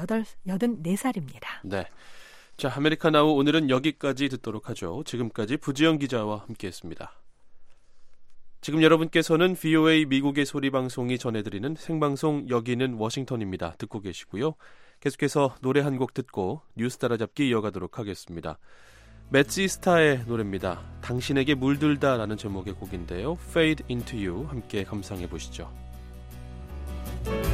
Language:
Korean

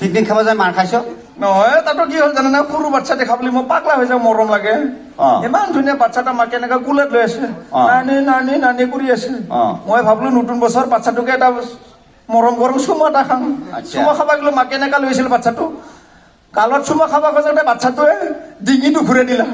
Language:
Assamese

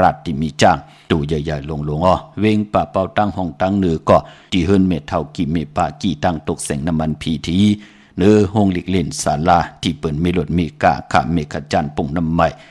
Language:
Shan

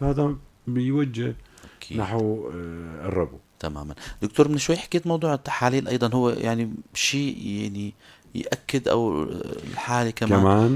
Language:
North Levantine Arabic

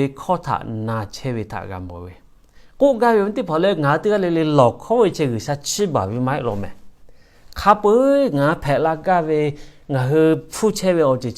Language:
Lahu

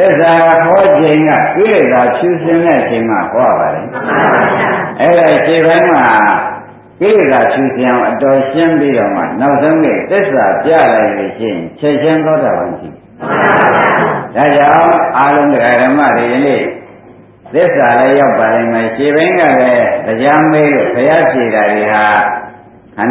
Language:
Burmese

